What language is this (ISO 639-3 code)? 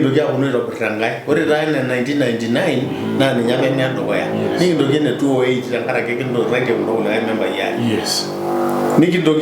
mas